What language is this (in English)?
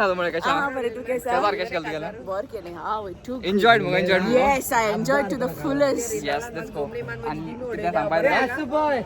Konkani